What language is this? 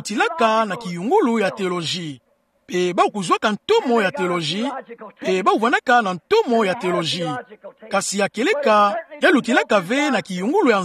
Kituba (Democratic Republic of Congo)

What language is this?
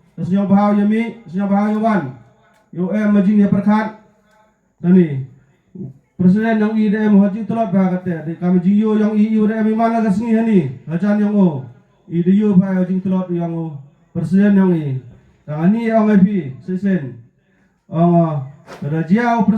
Khasi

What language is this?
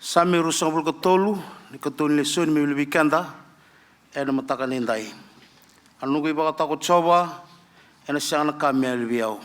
Fijian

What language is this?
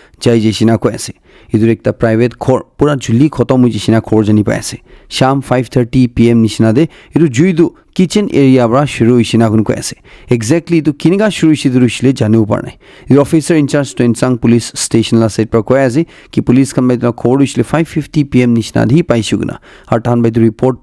Naga Pidgin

